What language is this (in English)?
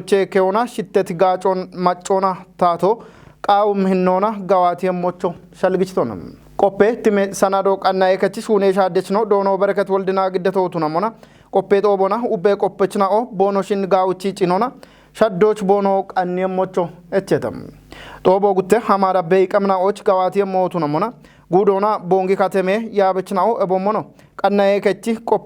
Kafa